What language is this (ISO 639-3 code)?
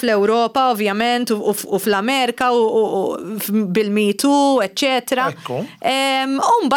mlt